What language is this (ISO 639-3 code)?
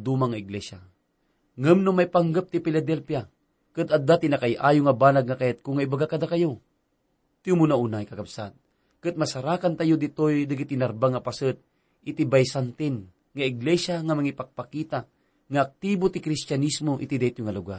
ilo